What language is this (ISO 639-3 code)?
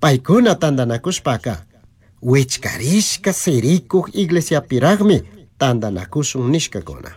qug